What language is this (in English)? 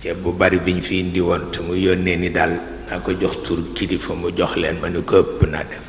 Wolof